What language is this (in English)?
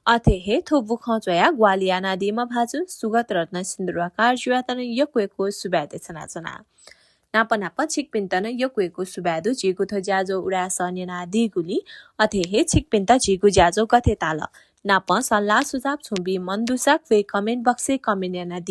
Newari